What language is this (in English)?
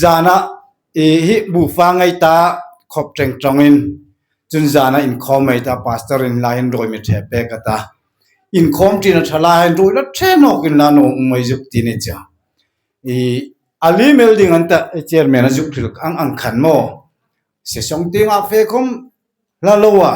Hmar